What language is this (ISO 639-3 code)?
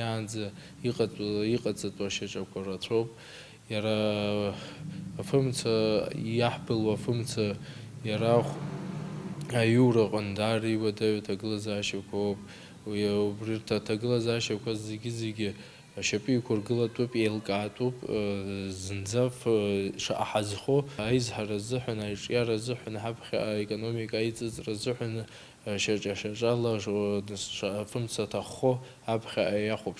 abk